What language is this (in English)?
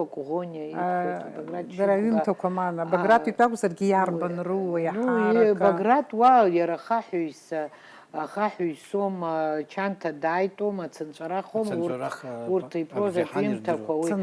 Abkhazian